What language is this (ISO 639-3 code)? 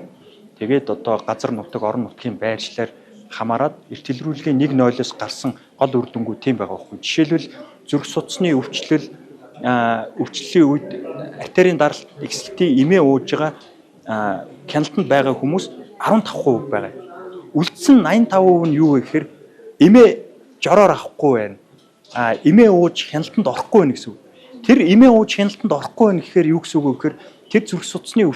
mon